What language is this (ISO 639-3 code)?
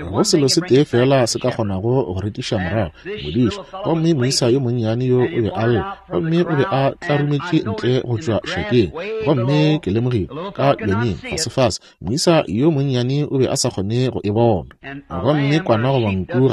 nso